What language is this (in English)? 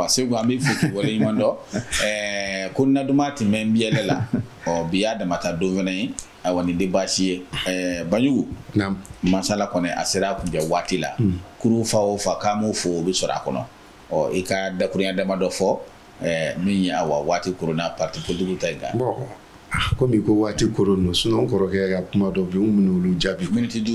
Bambara